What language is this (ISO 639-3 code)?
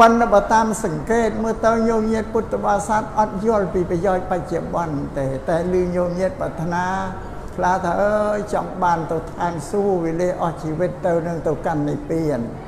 khm